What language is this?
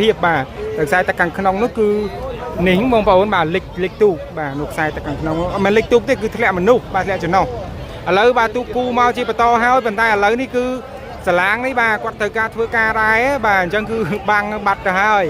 Khmer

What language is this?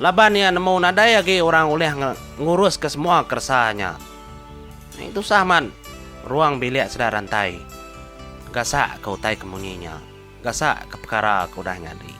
Iban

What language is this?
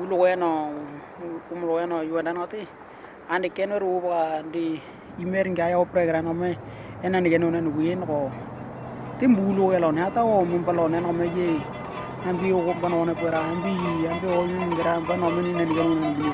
Western Dani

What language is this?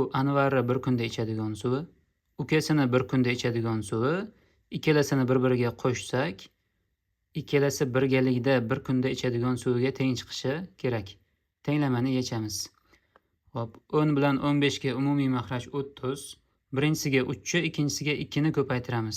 Uzbek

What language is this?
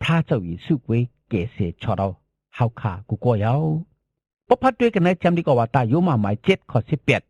Shan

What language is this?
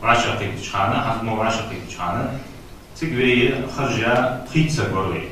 Ingush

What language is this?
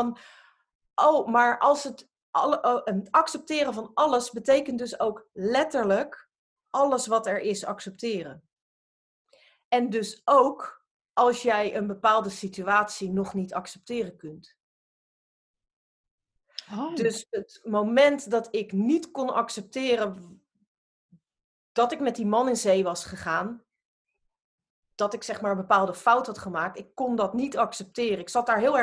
Dutch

